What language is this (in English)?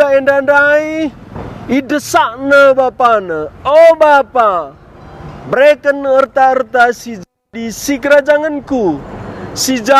Batak Karo